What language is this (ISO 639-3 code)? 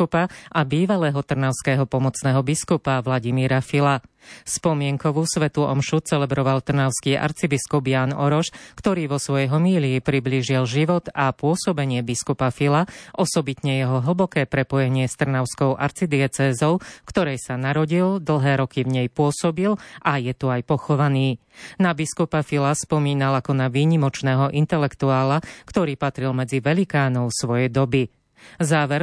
slk